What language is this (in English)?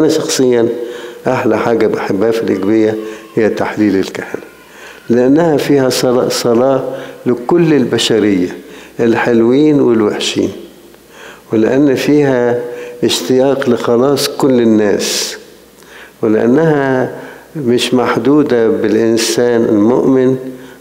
Egyptian Arabic